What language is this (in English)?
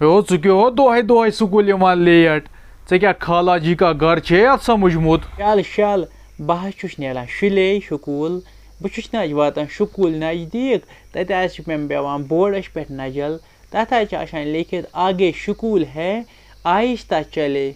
Kashmiri